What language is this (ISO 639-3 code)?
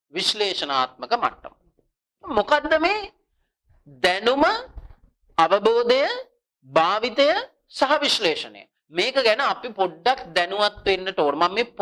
sin